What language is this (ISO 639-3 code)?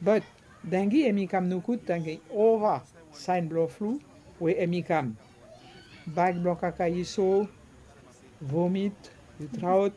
bis